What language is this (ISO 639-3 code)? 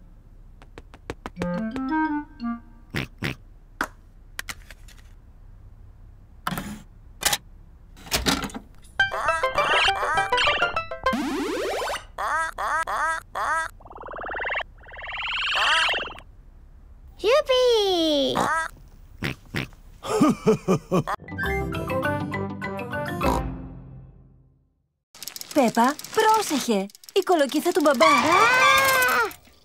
ell